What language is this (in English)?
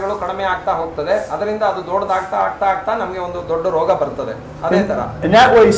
Kannada